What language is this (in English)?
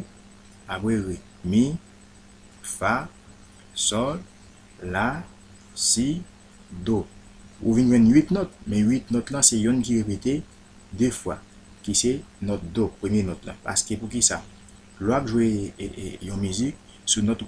Haitian Creole